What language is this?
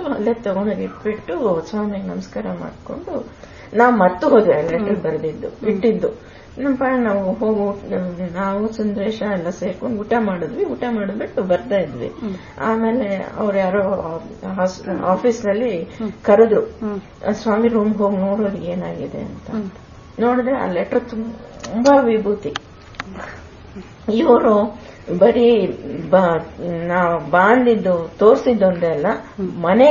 Kannada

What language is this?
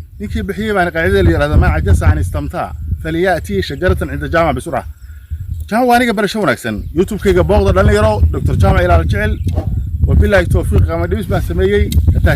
Somali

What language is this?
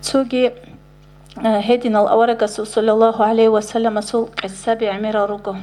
Avaric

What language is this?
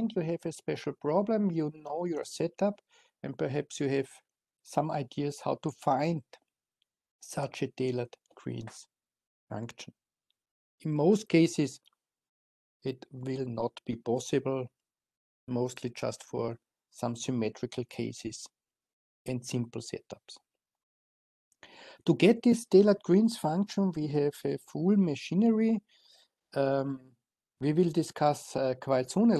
English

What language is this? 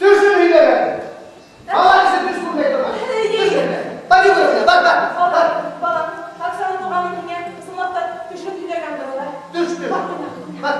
Bashkir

